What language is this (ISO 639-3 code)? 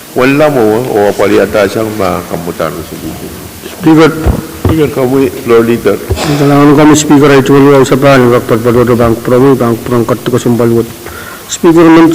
pon